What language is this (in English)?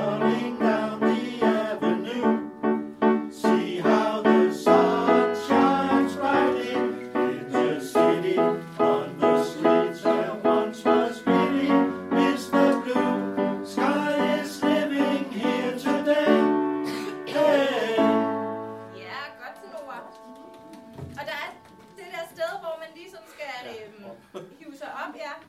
Danish